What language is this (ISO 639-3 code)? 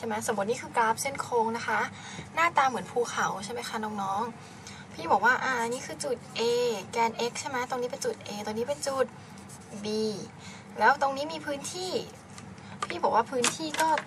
tha